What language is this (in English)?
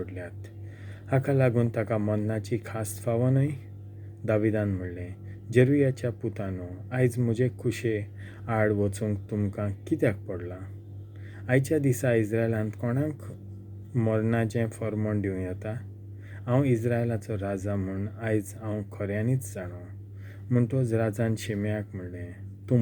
Konkani